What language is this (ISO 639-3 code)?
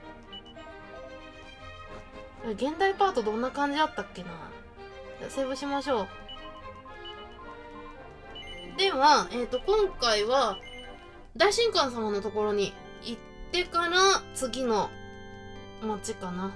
jpn